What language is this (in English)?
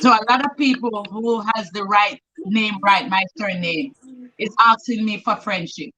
Jamaican Creole English